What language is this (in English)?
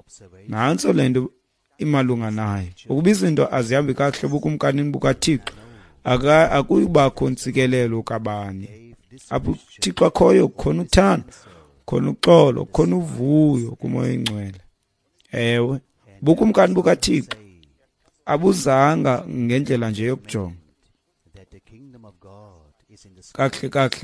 Xhosa